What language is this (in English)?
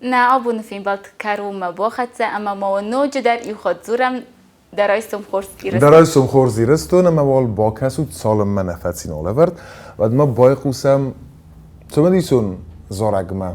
Ossetic